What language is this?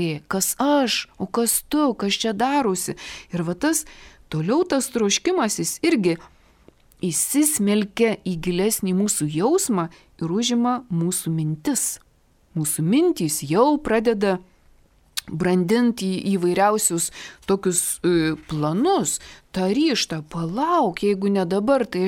Lithuanian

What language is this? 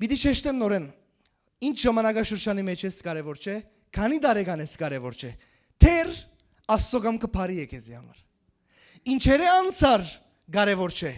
Western Armenian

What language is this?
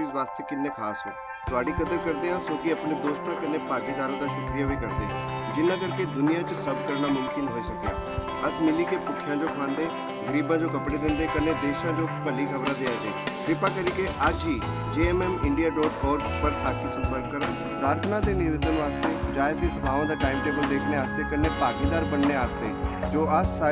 Dogri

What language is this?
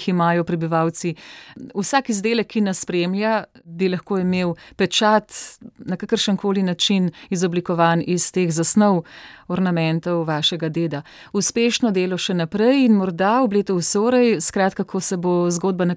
Slovenian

